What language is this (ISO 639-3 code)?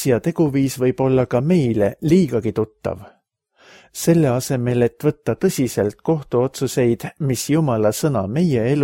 est